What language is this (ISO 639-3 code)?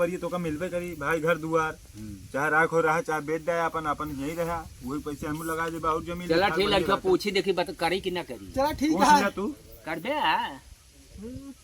awa